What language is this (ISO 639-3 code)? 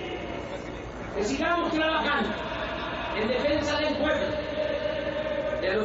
spa